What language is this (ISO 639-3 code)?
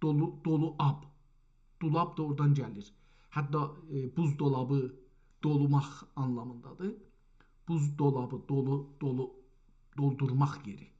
azb